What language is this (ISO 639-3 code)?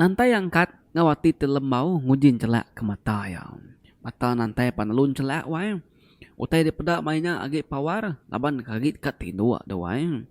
iba